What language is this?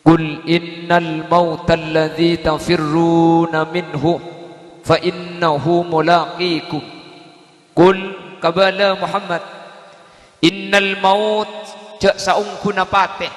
Madurese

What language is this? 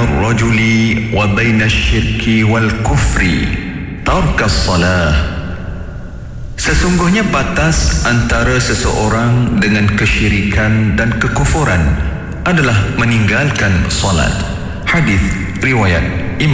Malay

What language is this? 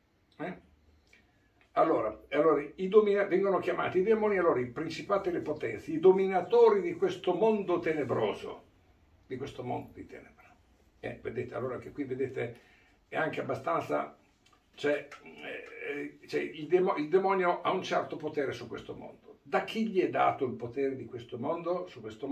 Italian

